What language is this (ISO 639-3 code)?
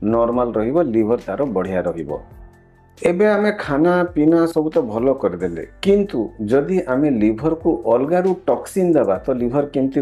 ori